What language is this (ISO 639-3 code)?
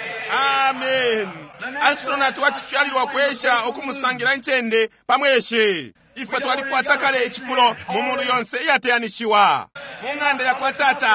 bem